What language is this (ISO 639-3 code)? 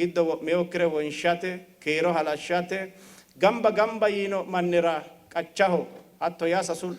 sid